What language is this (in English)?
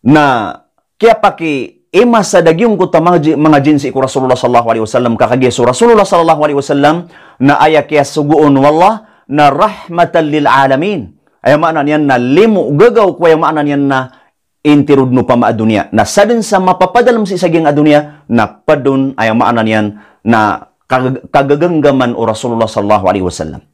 Maranao